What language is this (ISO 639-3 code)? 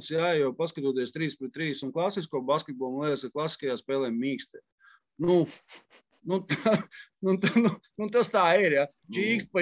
lav